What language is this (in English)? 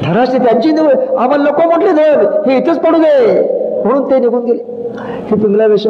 Marathi